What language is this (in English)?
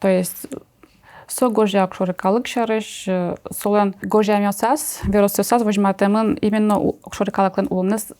Udmurt